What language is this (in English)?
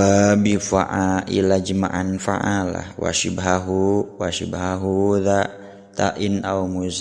Sundanese